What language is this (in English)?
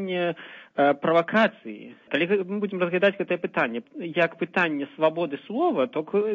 Belarusian